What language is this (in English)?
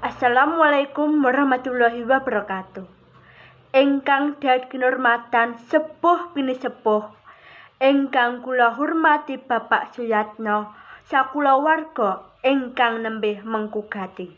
Javanese